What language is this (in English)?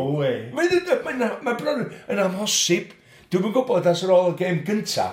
Welsh